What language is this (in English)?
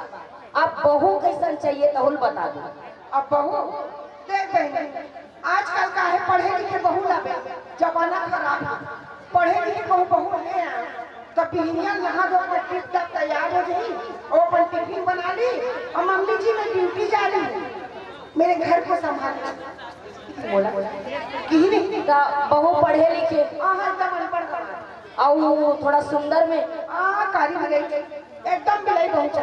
Chhattisgarhi